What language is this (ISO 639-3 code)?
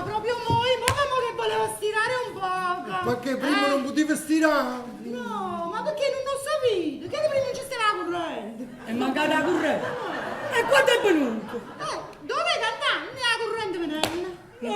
nap